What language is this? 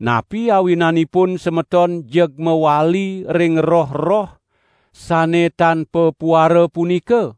Balinese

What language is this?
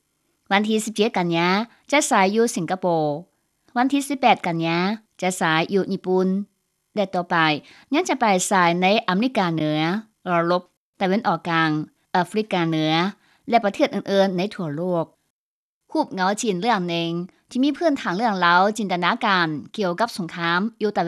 Lao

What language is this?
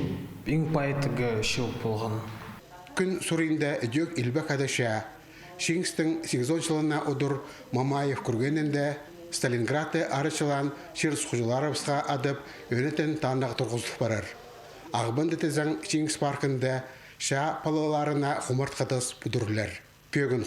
Khakas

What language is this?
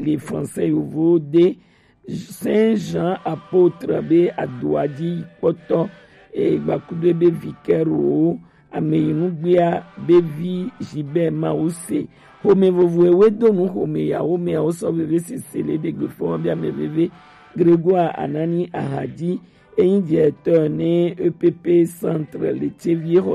Gen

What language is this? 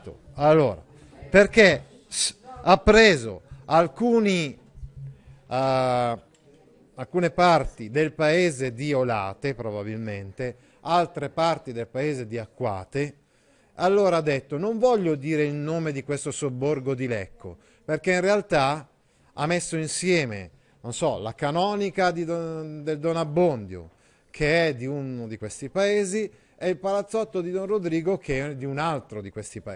Italian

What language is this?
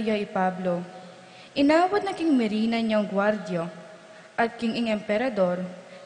Pampanga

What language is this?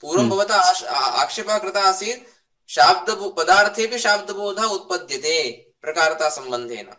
Sanskrit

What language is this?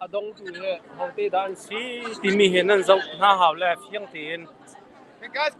Hakha Chin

